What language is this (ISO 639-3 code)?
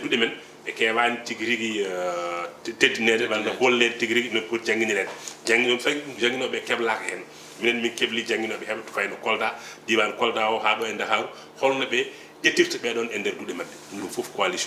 ful